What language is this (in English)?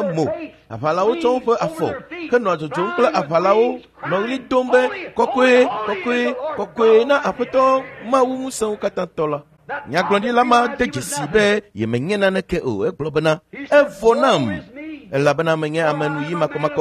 Ewe